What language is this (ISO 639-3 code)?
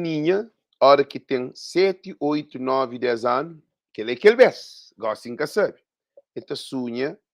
kea